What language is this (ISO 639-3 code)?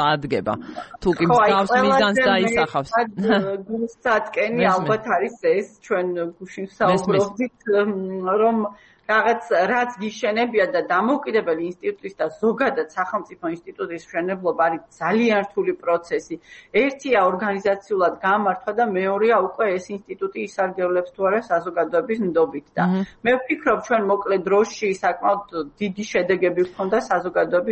kat